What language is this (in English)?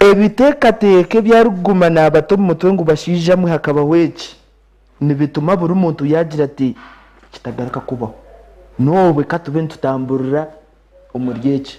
Nyankole